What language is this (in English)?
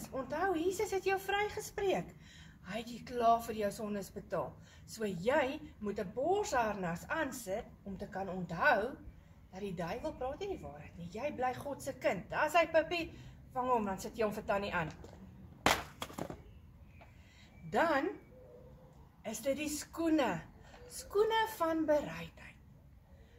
Afrikaans